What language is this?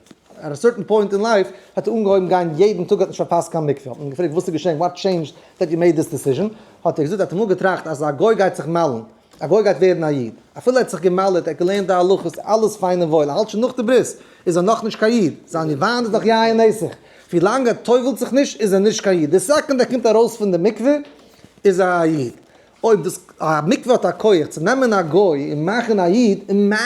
Yiddish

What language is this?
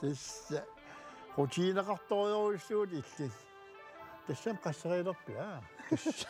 Kalaallisut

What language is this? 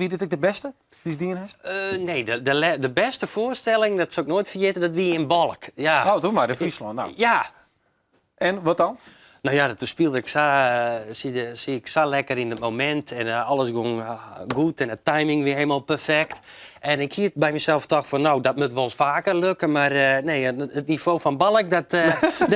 Western Frisian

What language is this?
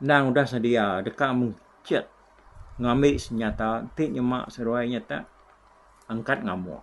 Iban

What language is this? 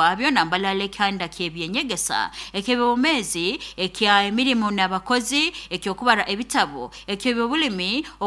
Nyoro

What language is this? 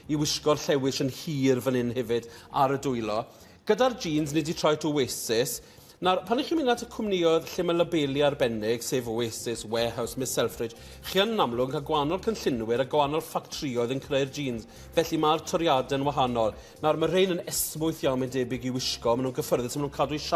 Welsh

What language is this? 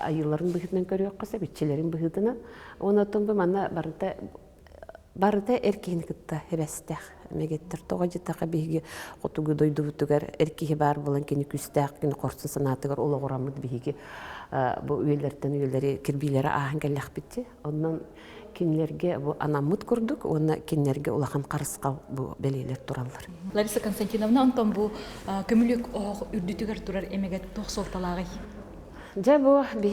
Yakut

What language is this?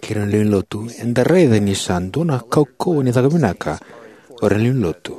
Fijian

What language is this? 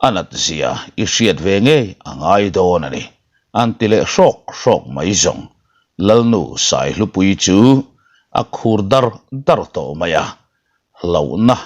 Mizo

